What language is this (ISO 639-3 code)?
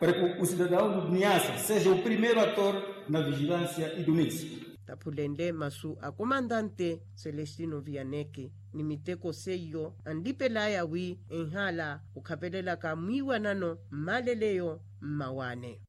vmw